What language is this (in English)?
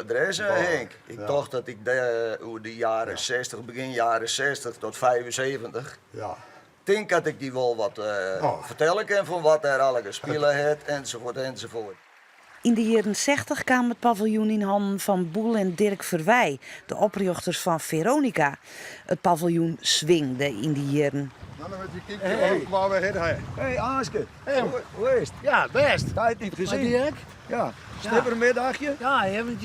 Western Frisian